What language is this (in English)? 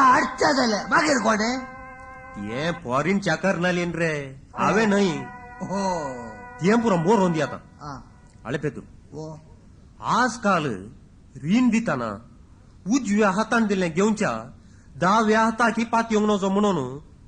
Konkani